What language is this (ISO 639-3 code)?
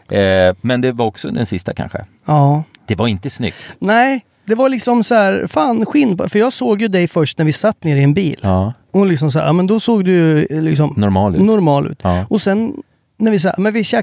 swe